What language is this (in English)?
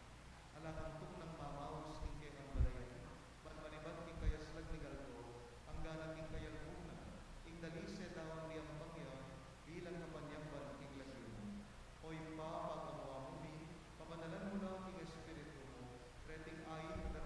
Pampanga